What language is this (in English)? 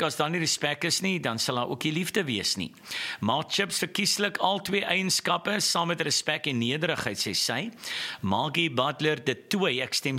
Afrikaans